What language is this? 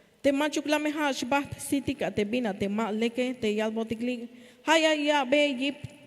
Tzeltal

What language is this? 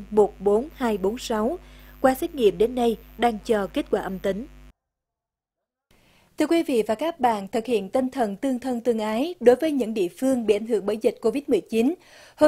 Vietnamese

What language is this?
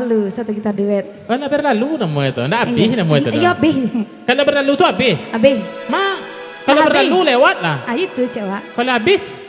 Minangkabau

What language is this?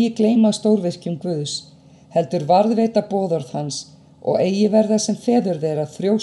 Icelandic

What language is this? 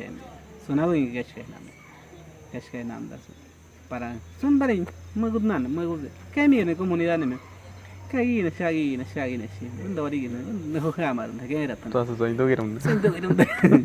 Awa-Cuaiquer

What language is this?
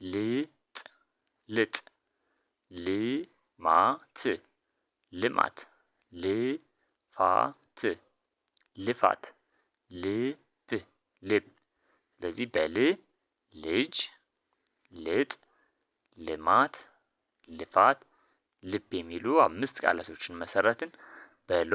Amharic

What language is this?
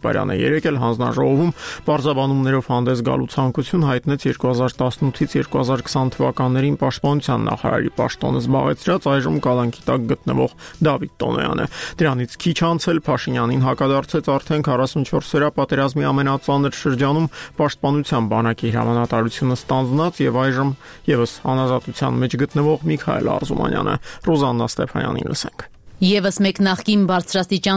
Armenian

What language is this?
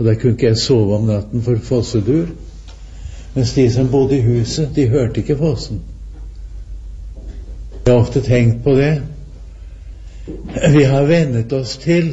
Norwegian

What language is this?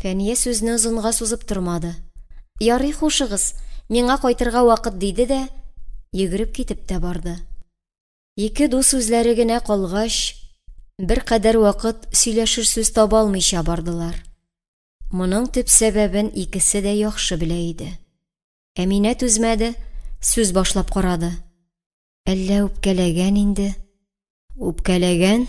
Tatar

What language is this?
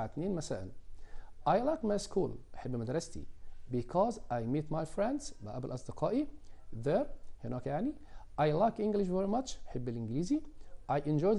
Egyptian Arabic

